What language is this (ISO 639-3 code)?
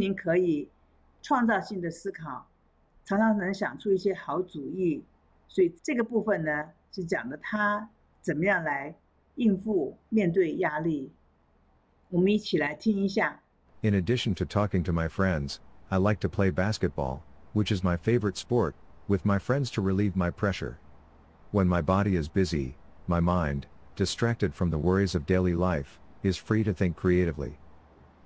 zho